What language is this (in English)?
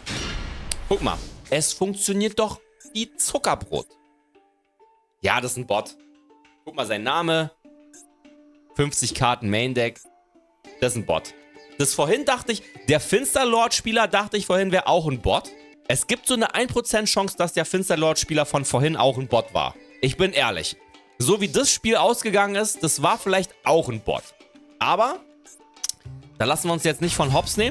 German